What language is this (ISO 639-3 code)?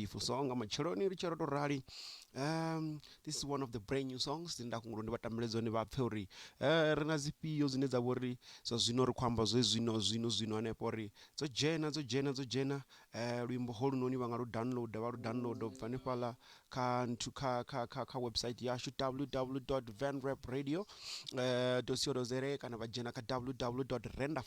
ven